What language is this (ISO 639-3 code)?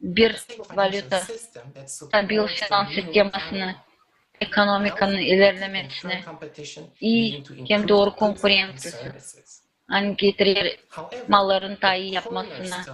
gag